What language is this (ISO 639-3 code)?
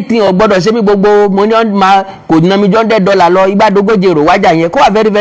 yor